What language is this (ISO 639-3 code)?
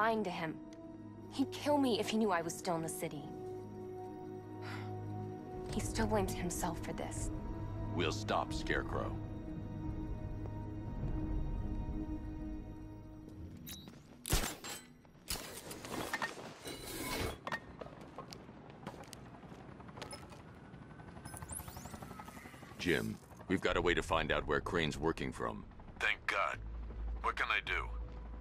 eng